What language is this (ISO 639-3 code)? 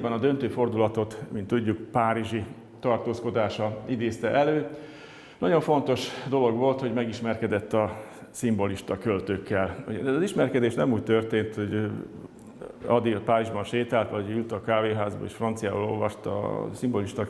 hun